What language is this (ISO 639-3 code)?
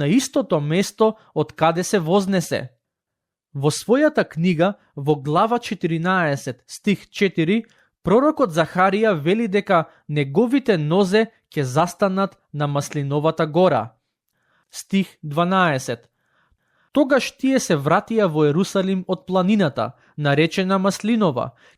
mkd